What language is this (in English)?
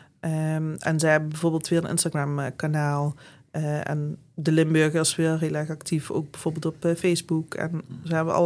Dutch